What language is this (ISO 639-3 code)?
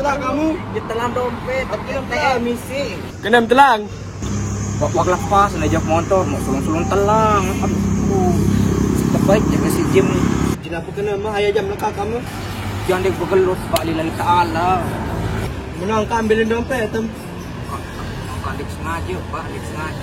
sas